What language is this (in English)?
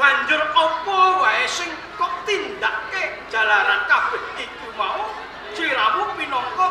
Javanese